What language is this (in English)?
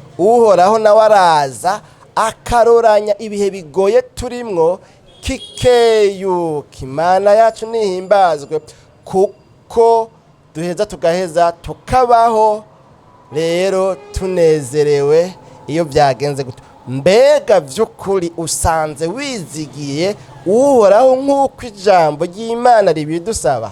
Rundi